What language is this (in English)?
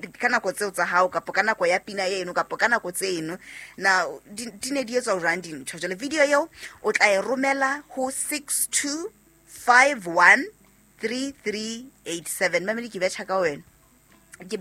Southern Sotho